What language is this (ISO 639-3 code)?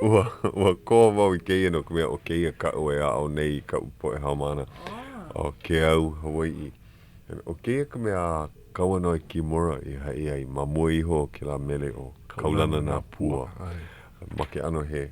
haw